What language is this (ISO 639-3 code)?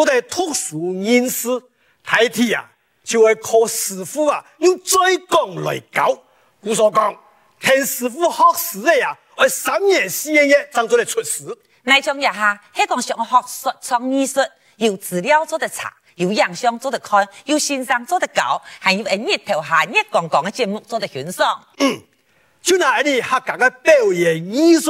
hak